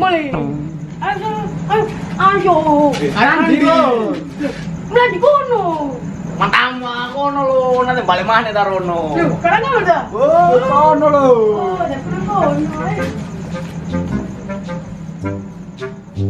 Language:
Javanese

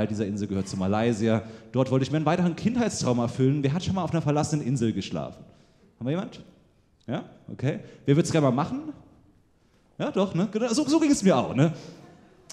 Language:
German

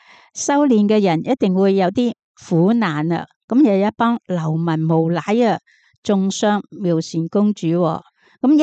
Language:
Cantonese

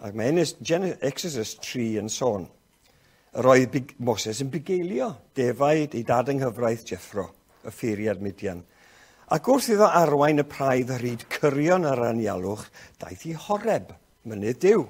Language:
Welsh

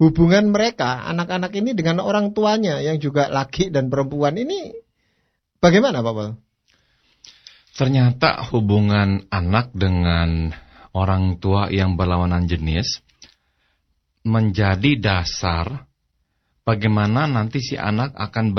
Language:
Indonesian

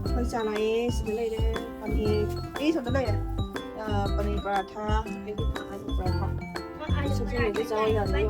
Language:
Manipuri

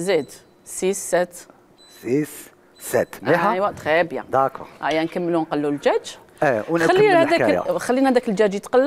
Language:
Algerian Arabic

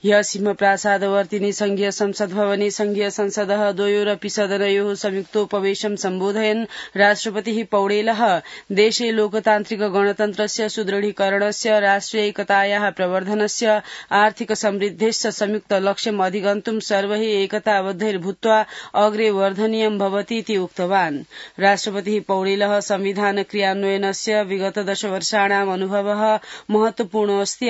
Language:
Sanskrit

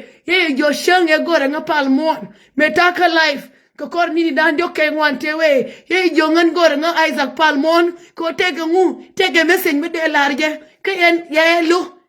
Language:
Nuer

